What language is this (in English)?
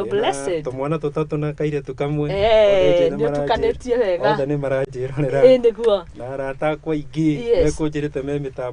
Kikuyu